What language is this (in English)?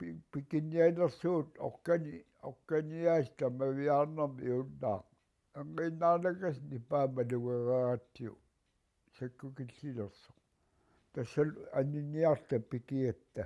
Kalaallisut